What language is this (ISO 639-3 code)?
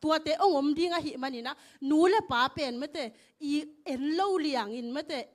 ctd